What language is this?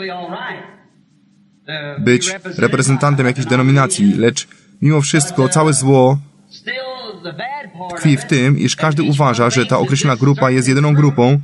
Polish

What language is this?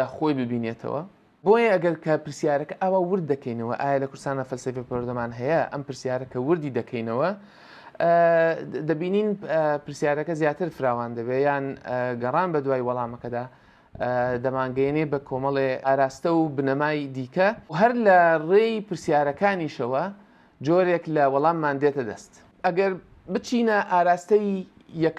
Central Kurdish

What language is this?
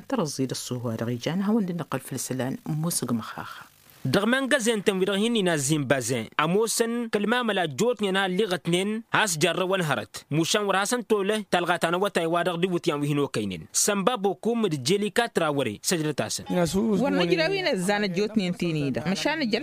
Tamasheq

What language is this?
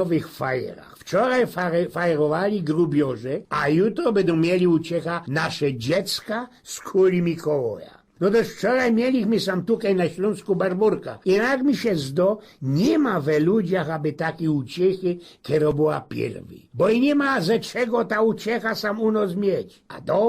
Silesian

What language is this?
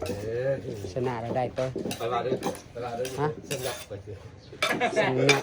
Northeastern Thai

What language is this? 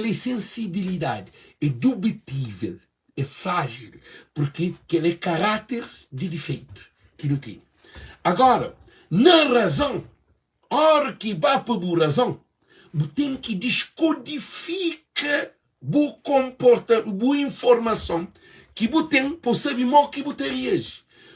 Kabuverdianu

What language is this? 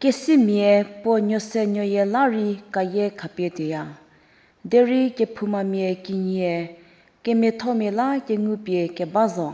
Angami Naga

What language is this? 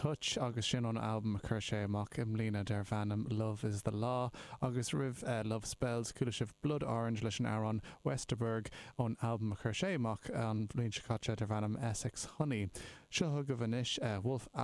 Irish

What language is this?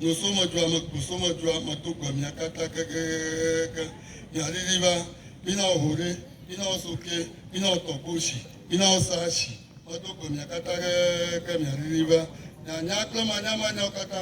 Ewe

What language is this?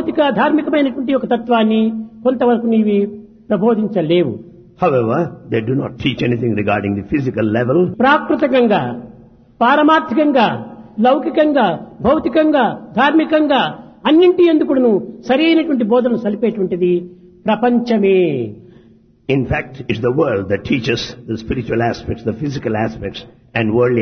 Telugu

